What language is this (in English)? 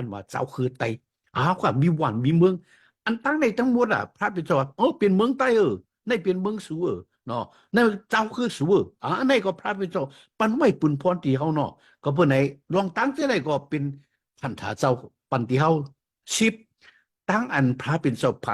Shan